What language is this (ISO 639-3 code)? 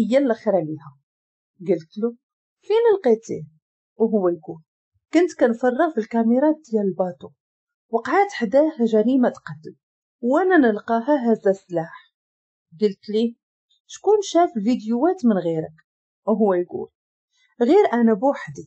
ary